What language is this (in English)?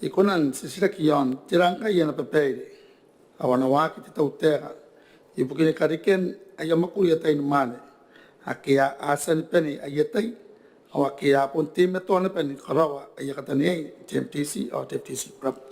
Gilbertese